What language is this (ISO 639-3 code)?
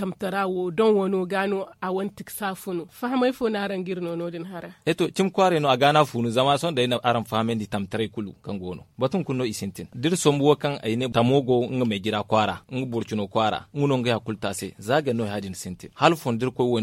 dje